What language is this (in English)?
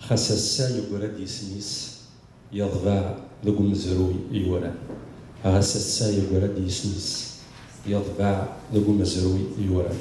Kabyle